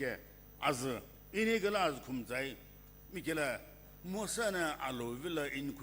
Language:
Sumi Naga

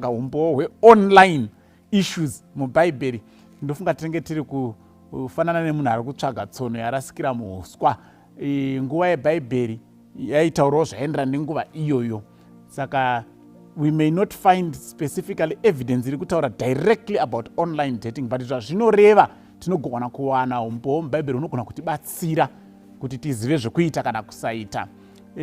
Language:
Shona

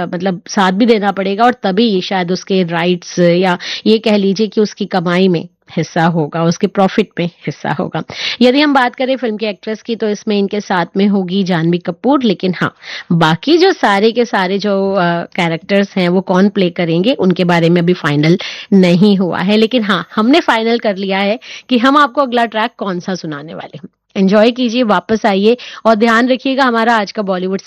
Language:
Hindi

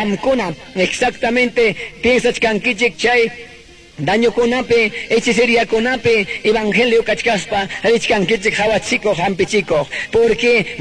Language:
Ayacucho Quechua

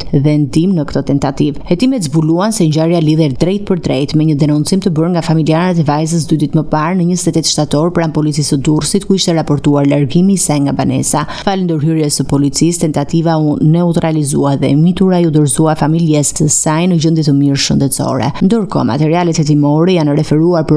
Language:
Albanian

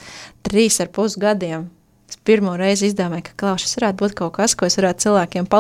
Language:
Latvian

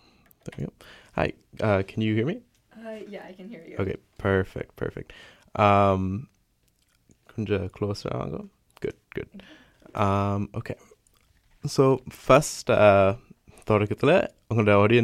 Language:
Tamil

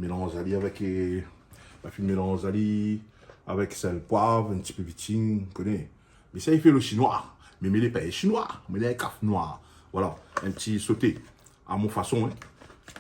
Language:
Réunion Creole French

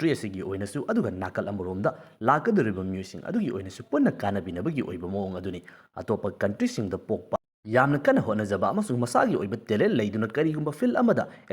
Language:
Manipuri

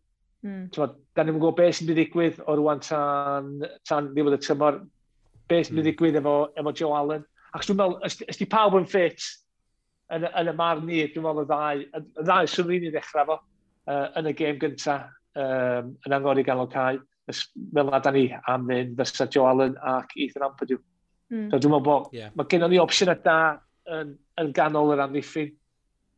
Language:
Welsh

